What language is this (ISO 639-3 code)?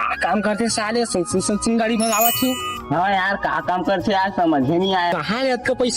hne